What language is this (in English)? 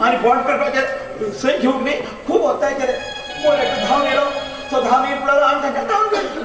Konkani